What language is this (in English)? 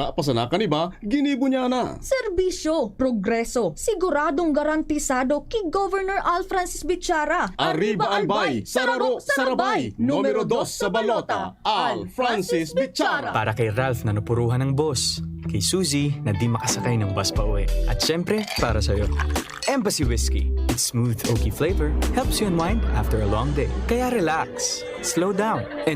Bikol